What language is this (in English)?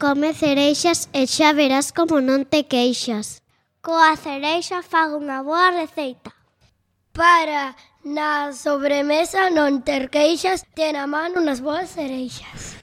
Galician